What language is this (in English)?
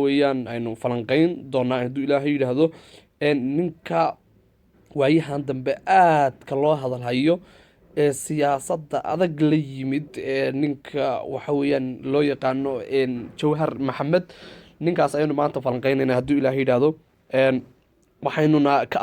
Somali